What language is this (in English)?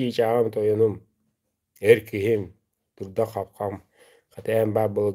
Yakut